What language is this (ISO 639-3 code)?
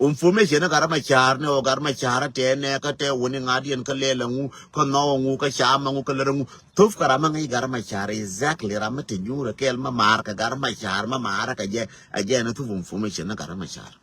nus